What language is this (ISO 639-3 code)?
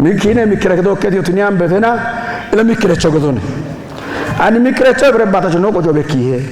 kbr